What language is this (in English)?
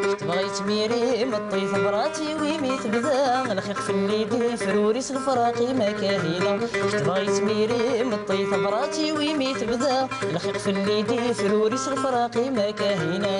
Kabyle